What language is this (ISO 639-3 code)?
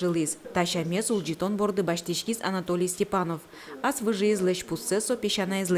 udm